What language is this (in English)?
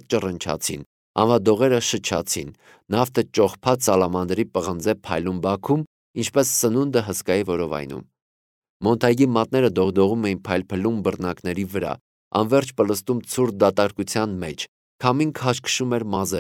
Armenian